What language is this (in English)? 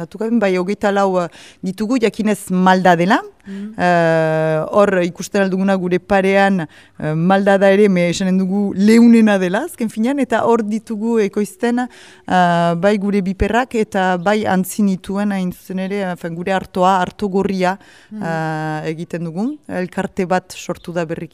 Basque